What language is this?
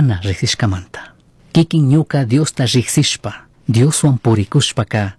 Chimborazo Highland Quichua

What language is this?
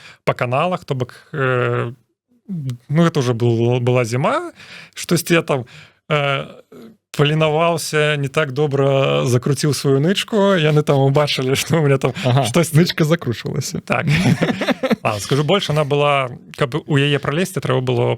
Belarusian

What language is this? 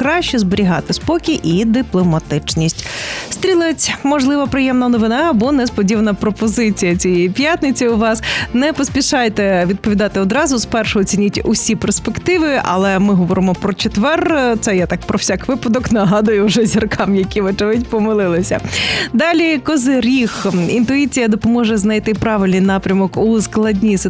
Ukrainian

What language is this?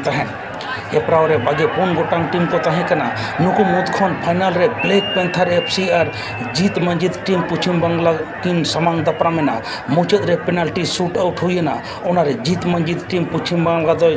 Santali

